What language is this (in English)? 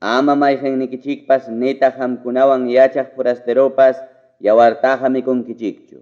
Ayacucho Quechua